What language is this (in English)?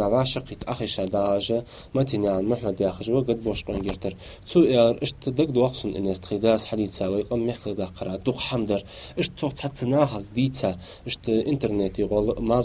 Ingush